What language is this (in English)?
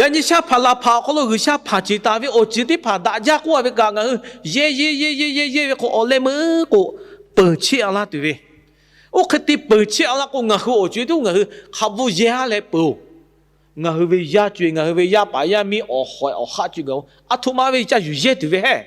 Lahu